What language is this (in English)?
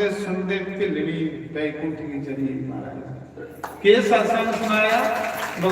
Dogri